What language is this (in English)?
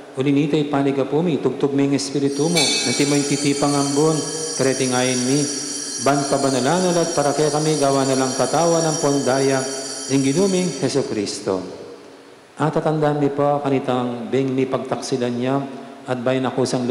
Pampanga